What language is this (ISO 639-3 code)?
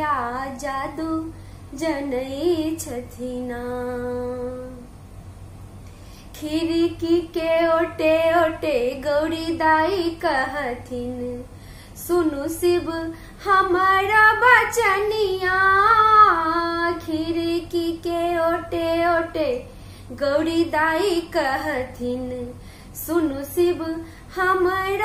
mai